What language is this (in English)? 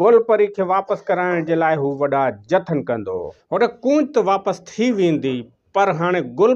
Sindhi